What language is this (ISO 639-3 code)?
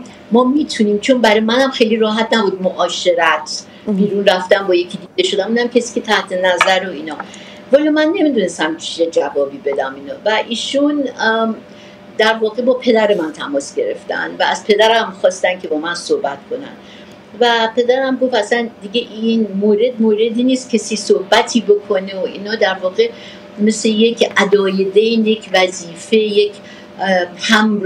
fas